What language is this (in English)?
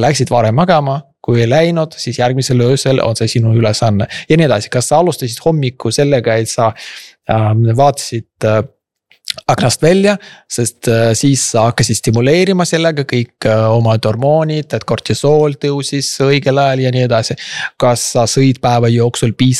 Estonian